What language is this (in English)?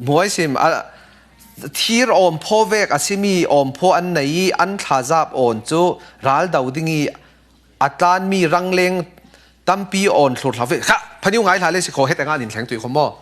Falam Chin